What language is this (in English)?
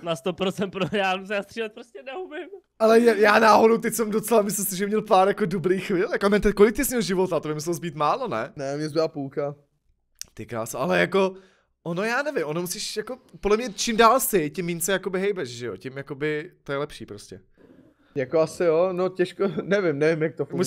Czech